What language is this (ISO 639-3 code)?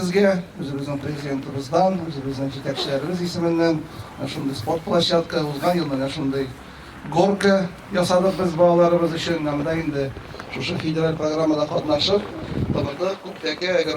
tat